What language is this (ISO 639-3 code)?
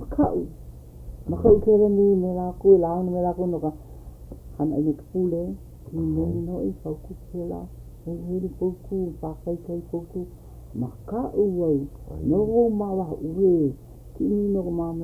haw